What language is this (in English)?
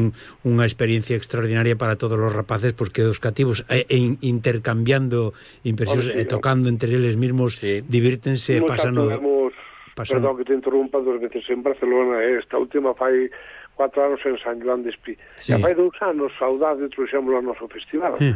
Galician